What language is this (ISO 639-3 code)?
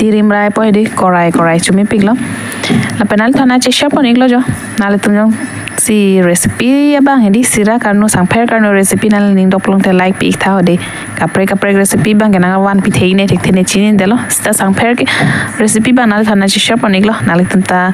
mjw